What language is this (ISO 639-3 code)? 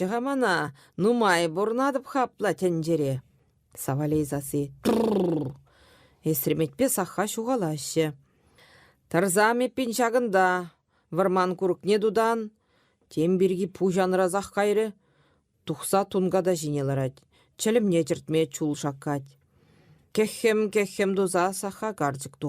chv